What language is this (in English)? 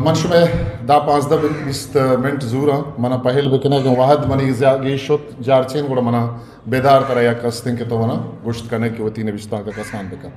Eastern Balochi